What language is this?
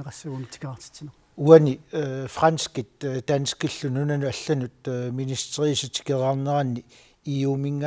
Kalaallisut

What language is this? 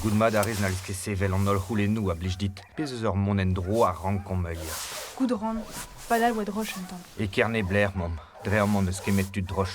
Breton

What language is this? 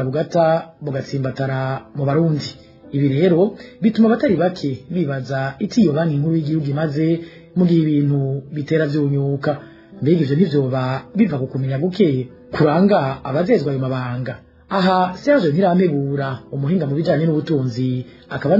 Rundi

